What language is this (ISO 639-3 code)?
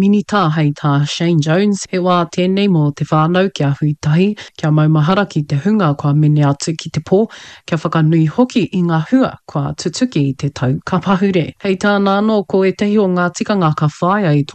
mri